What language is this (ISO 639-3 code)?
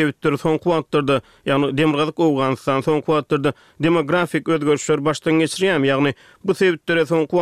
tuk